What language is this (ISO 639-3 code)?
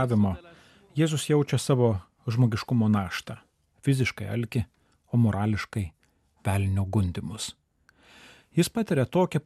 lit